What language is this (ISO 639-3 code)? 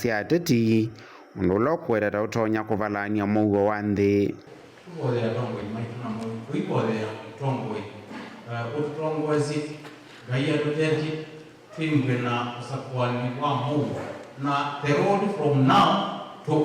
kam